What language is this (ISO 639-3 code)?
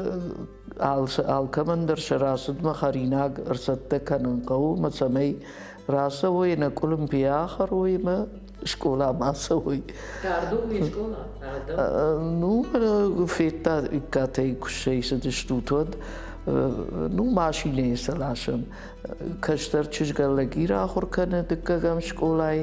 oss